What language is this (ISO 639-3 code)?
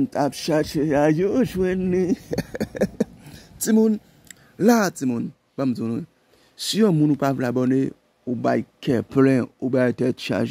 hat